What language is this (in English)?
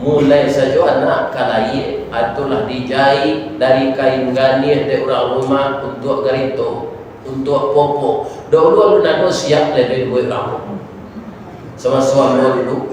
Minangkabau